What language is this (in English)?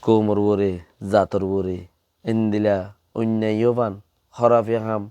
Rohingya